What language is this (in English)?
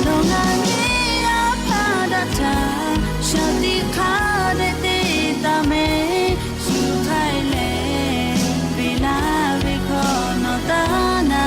Lahu